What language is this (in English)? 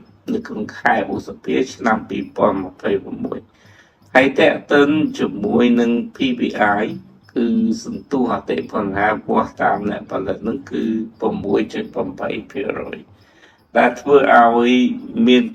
Khmer